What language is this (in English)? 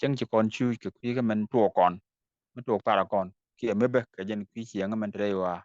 Nuer